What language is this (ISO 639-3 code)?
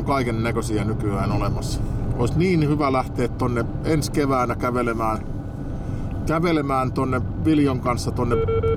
fin